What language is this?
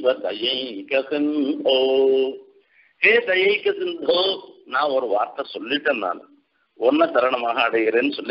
Tamil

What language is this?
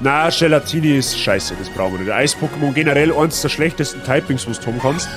Bavarian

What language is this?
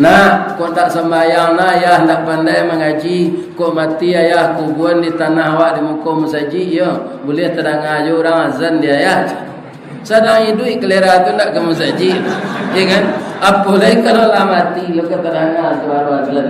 Minangkabau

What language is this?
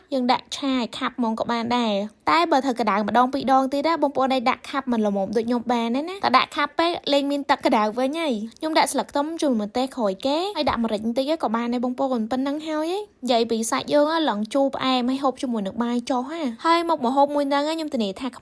Khmer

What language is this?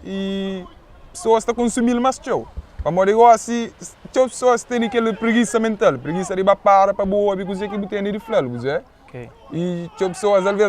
Kabuverdianu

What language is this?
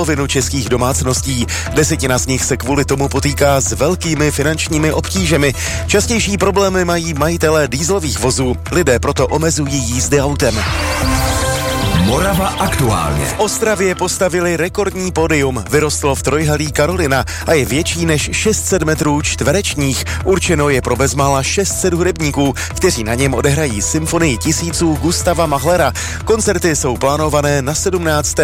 Czech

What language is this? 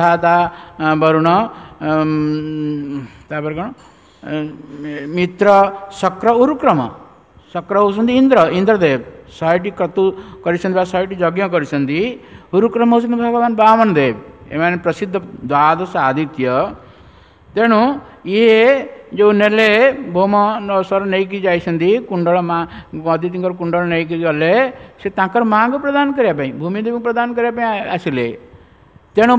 Odia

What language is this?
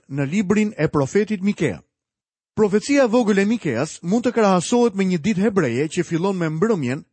Albanian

